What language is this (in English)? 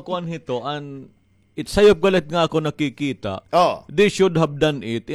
Waray